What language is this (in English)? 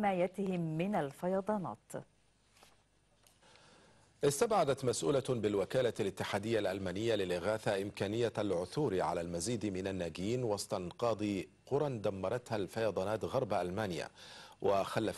Arabic